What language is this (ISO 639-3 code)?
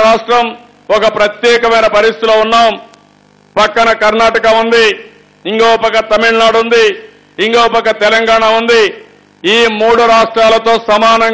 tel